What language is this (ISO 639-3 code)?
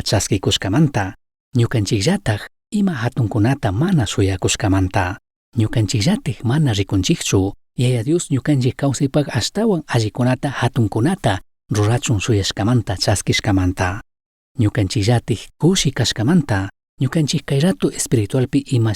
qug